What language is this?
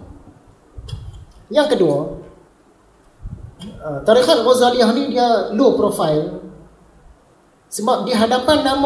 Malay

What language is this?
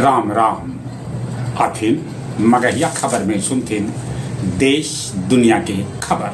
Magahi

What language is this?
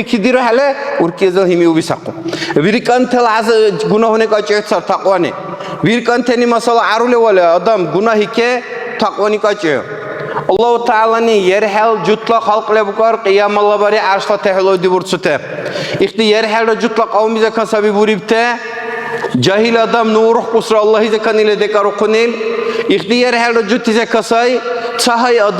Dargwa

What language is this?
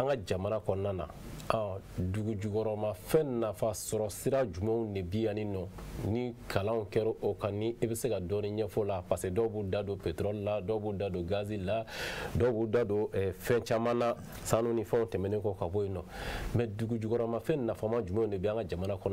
Bambara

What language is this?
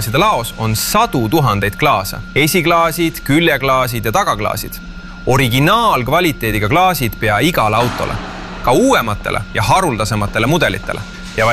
Estonian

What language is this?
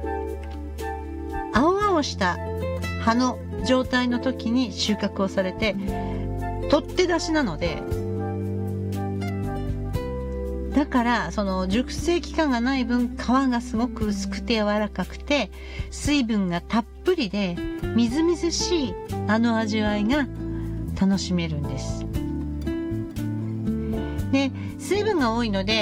Japanese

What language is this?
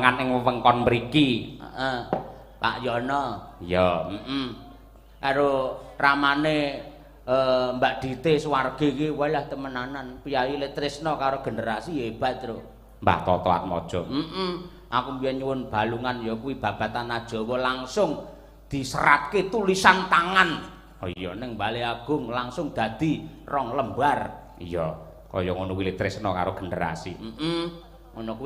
Javanese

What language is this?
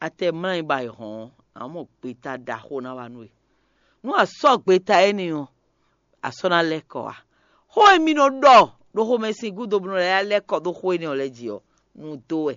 Fon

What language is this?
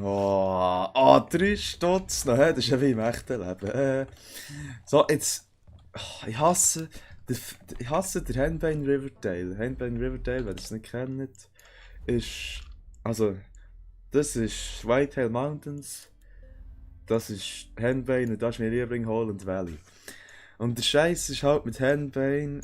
Swiss German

